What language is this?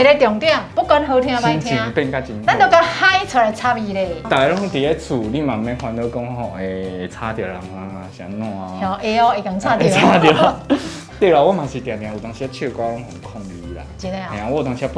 Min Nan Chinese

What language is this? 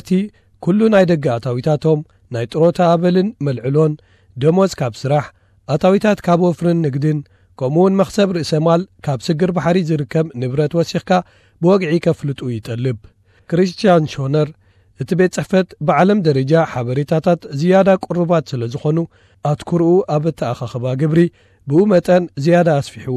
Tigrinya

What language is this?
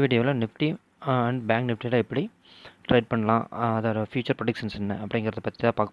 Tamil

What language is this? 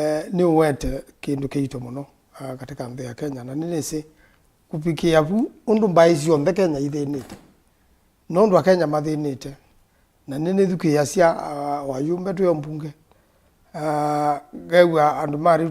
Kamba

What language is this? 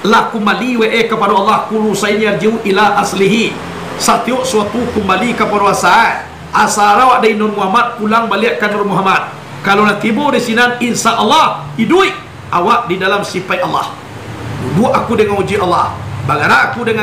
Minangkabau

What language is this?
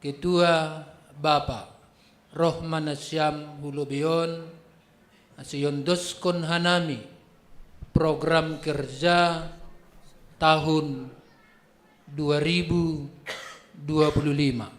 Batak Simalungun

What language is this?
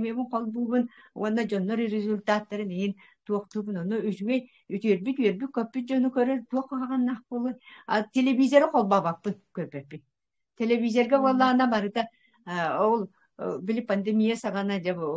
Yakut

